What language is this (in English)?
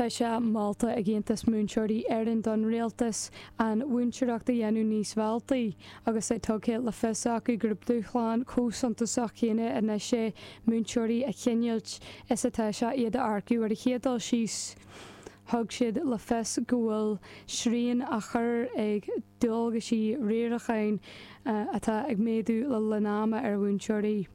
Irish